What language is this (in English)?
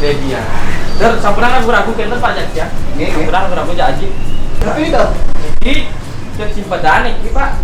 Balinese